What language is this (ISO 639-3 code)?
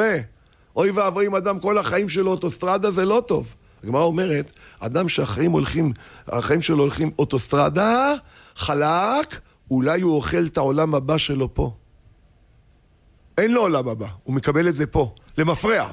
heb